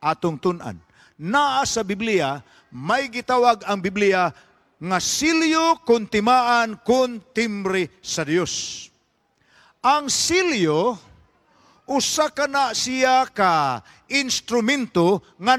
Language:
Cebuano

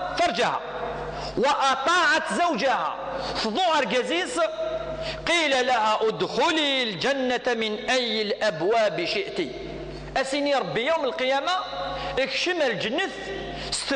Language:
Kabyle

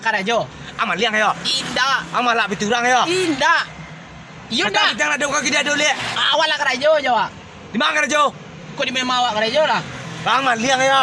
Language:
Minangkabau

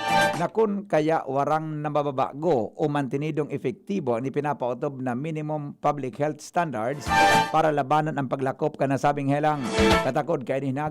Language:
Bikol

